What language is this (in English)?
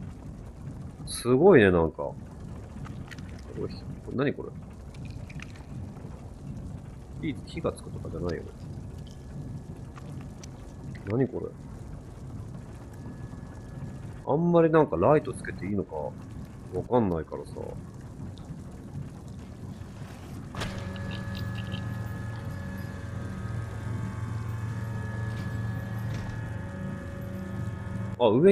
Japanese